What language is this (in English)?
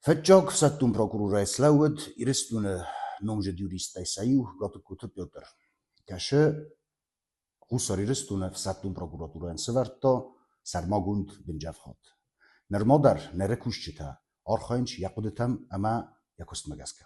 Ossetic